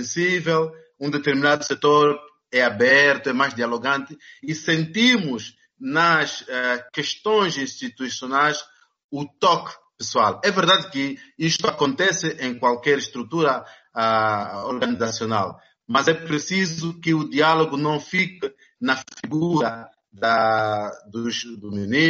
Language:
Portuguese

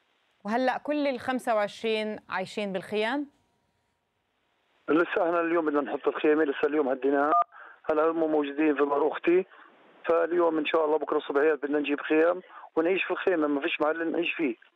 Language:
Arabic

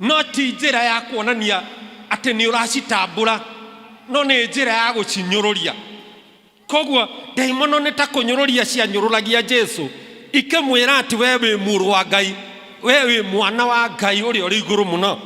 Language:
Kikuyu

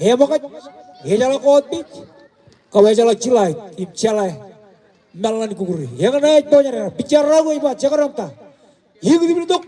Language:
Marshallese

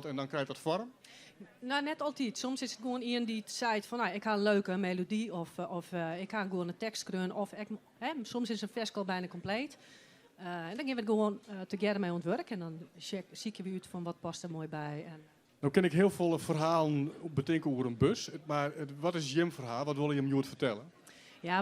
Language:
Western Frisian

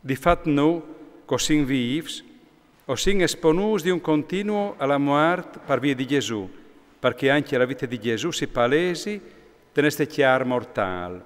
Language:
Friulian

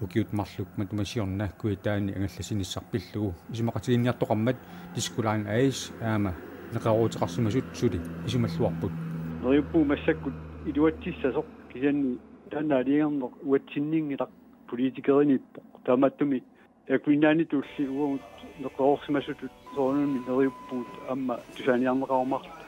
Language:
Kalaallisut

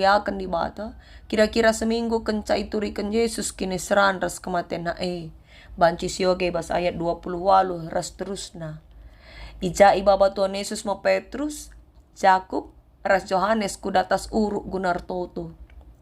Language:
Batak Karo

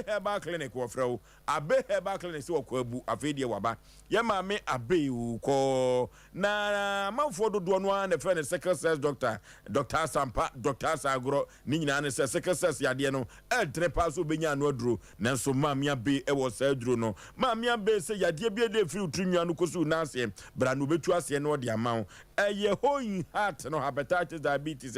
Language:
Akan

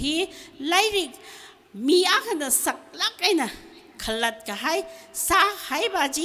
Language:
Tangkhul Naga (India)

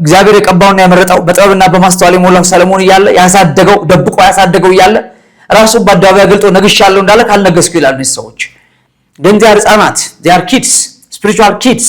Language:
Amharic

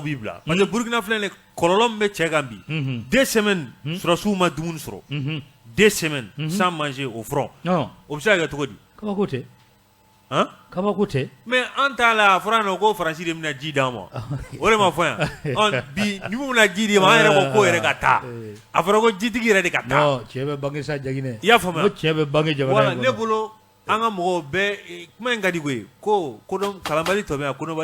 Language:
Bambara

